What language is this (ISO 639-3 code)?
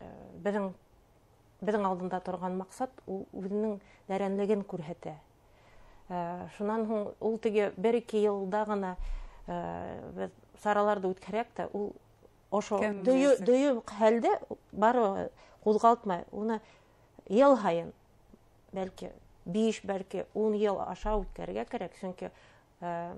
bak